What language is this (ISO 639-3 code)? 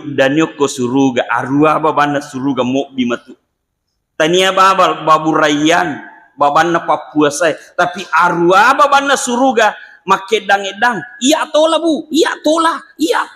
bug